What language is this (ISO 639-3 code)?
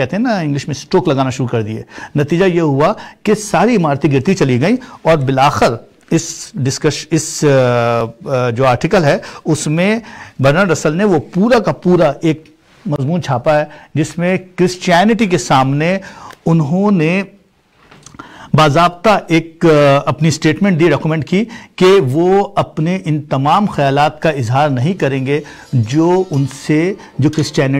urd